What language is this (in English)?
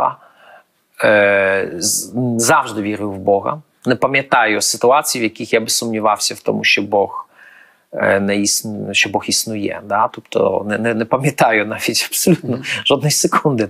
Ukrainian